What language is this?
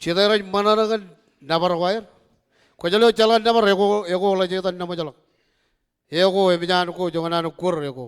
Marshallese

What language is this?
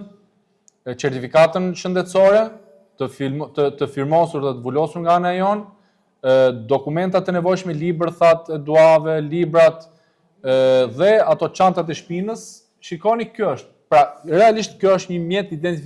Albanian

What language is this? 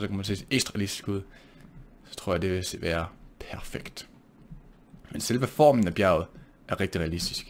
Danish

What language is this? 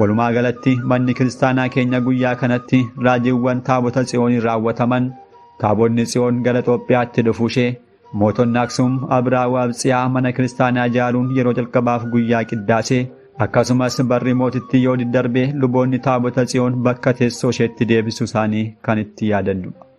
Oromo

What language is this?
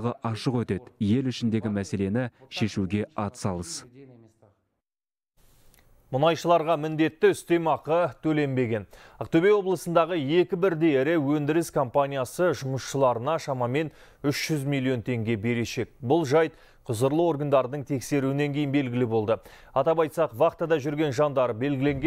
Kazakh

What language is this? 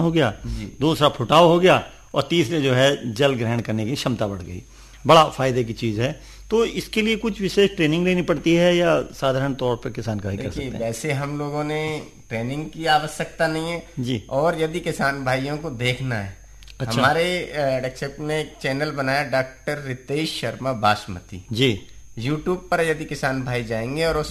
Hindi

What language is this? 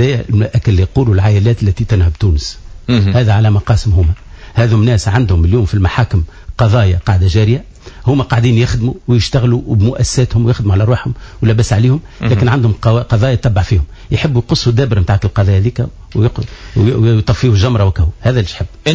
Tunisian Arabic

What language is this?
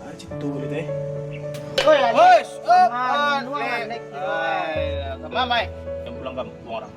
Minangkabau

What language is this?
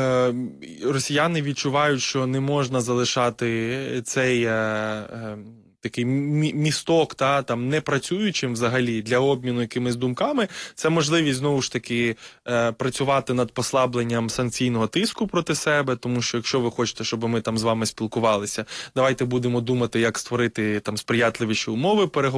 Ukrainian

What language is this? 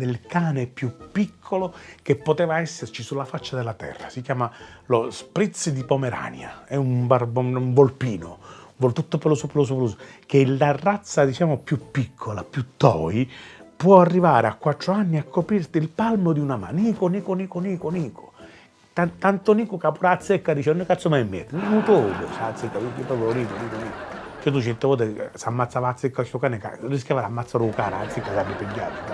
Sicilian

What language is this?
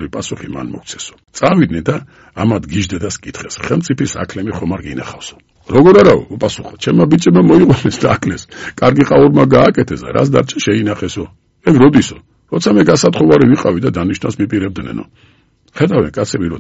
Georgian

